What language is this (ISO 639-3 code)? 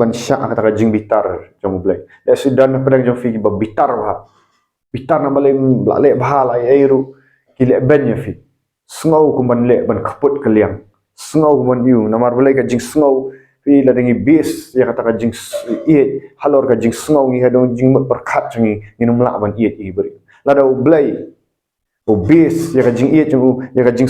kha